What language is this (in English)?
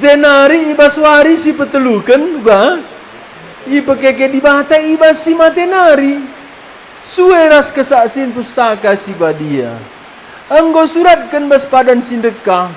Batak Karo